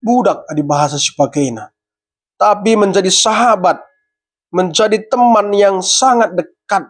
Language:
Batak Karo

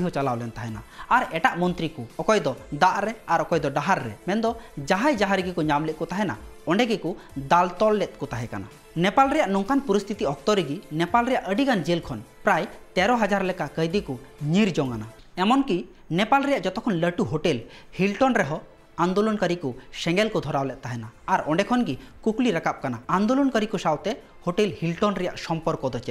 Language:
Santali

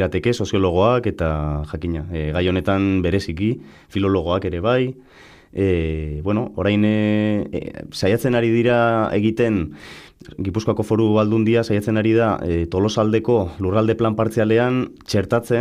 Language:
Basque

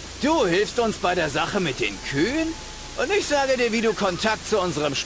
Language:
Bavarian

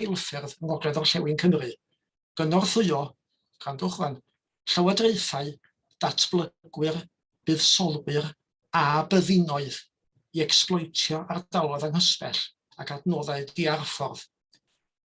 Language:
Welsh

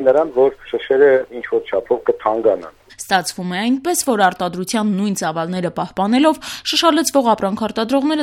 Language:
Armenian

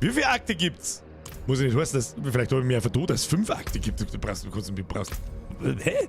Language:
Bavarian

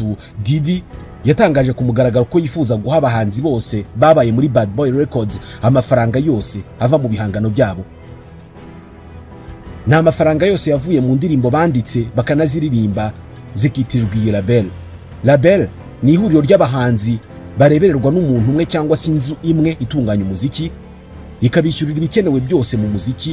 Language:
Kinyarwanda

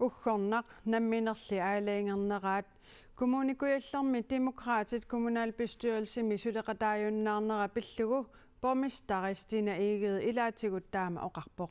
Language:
Kalaallisut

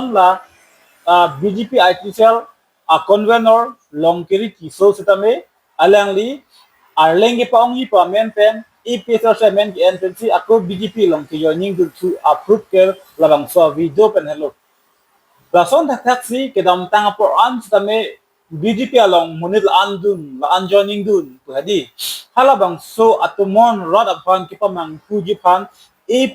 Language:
Karbi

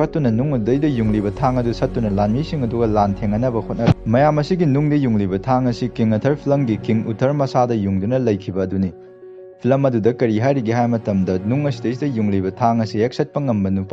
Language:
Manipuri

